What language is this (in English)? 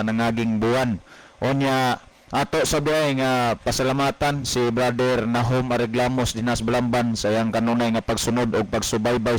Cebuano